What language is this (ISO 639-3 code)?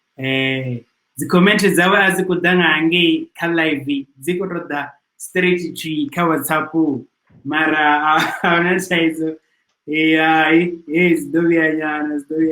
ven